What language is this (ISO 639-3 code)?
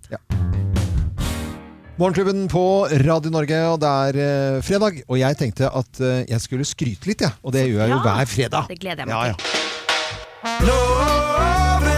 nor